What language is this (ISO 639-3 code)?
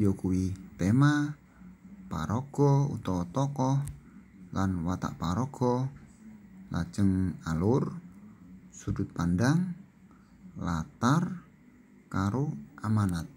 jav